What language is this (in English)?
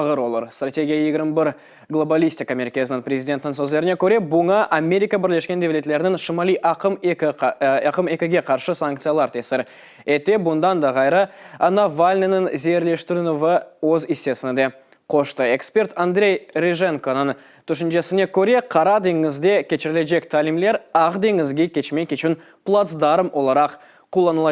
Crimean Tatar